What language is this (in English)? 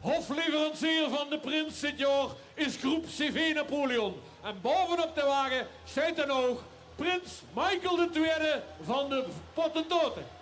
Limburgish